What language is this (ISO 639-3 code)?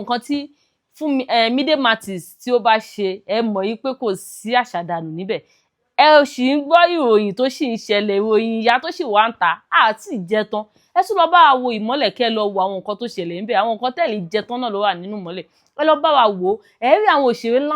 yor